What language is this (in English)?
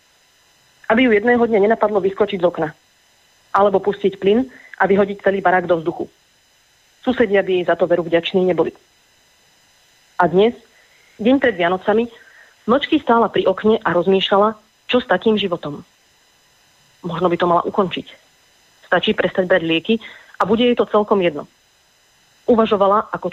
Slovak